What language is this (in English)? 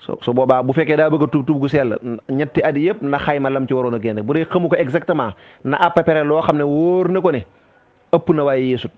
Wolof